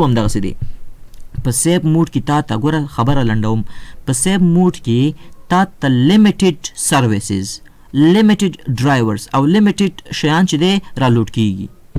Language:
Pashto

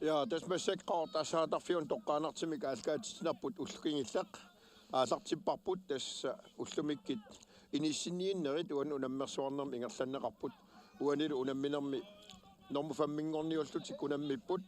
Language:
Kalaallisut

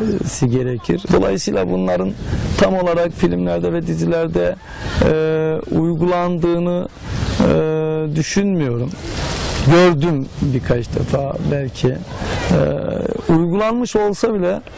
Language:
Turkish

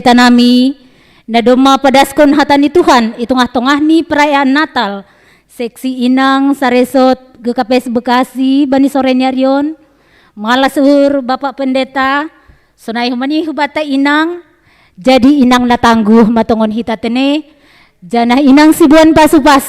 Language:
Batak Simalungun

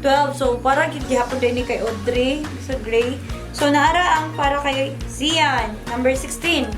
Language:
Cebuano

